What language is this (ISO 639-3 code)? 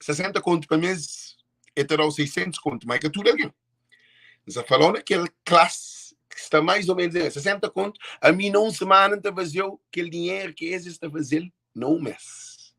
kea